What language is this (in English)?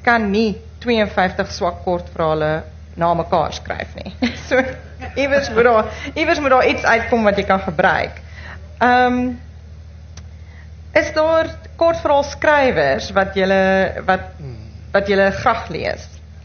Afrikaans